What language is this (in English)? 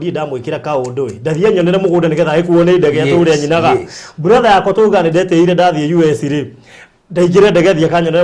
Kikuyu